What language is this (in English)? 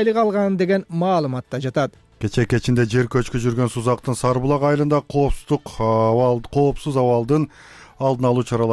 Kyrgyz